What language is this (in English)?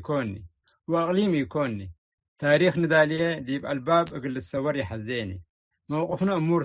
Tigre